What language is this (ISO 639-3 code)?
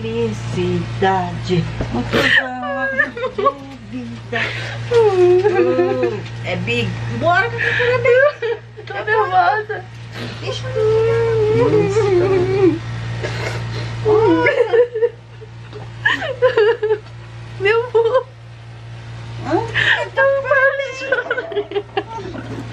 por